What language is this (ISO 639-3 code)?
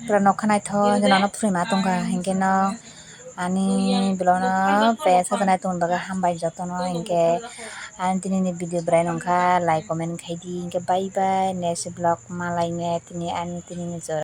trp